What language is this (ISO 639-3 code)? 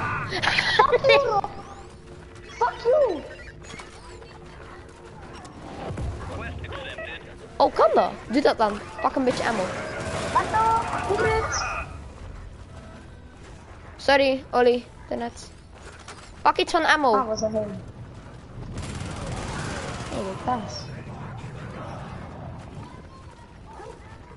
nld